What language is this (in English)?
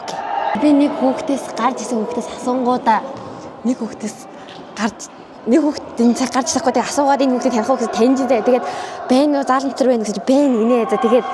Mongolian